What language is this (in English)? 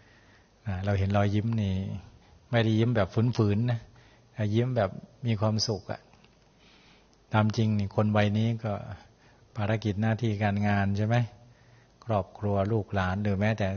Thai